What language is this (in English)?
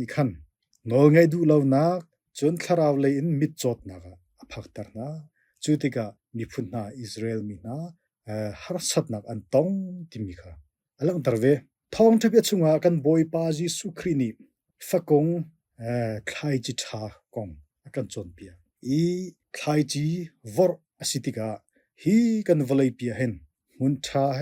Hakha Chin